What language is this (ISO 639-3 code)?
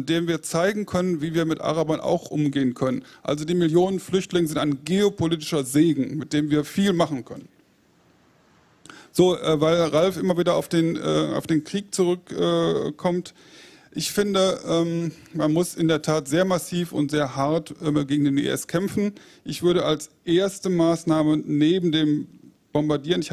deu